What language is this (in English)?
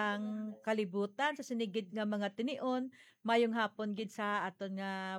Hiligaynon